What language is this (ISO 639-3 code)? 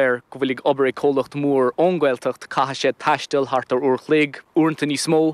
gle